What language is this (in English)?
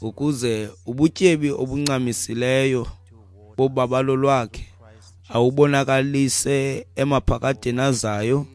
Xhosa